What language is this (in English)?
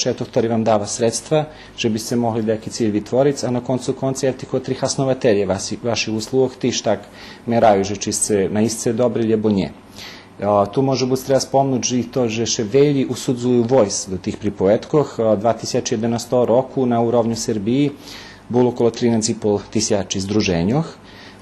Rusyn